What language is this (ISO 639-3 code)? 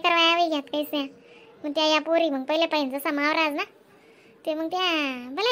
khn